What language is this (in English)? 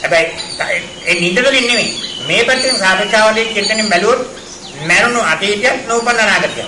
Sinhala